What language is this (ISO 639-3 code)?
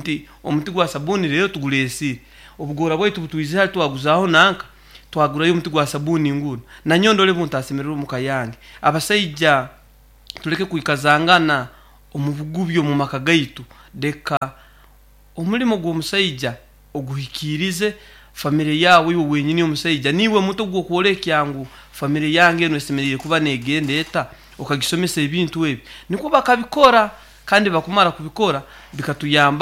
nyn